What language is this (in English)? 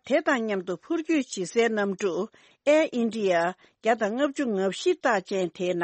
Tibetan